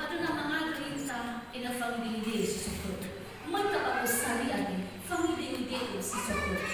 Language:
Nias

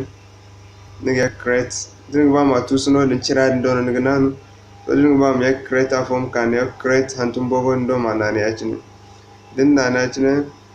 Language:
Zarma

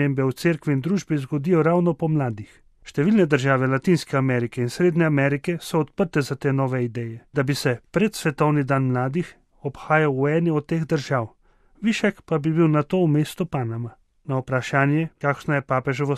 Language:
Slovenian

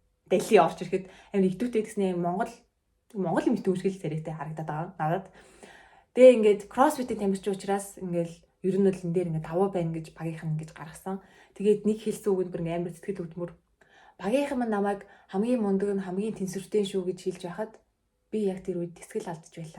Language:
Mongolian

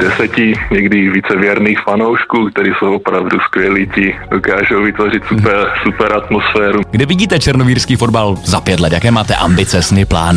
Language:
Czech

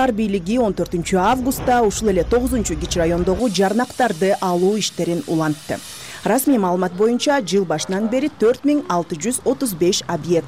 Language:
Kyrgyz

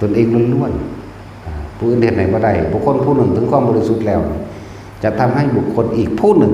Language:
Northeastern Thai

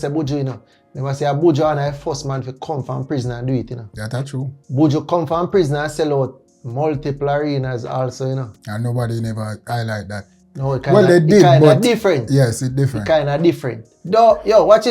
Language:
Jamaican Creole English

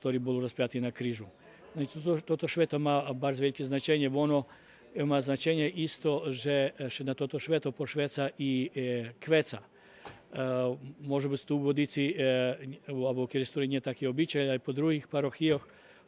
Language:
Rusyn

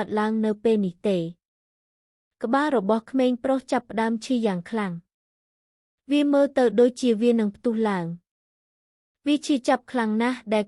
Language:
Khmer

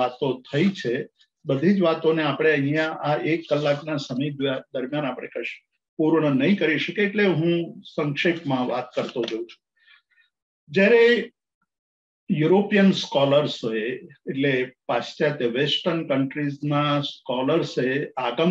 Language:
Gujarati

